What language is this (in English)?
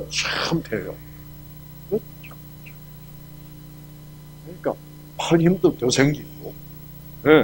Korean